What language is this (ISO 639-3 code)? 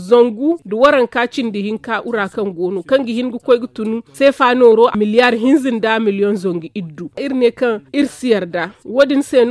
dje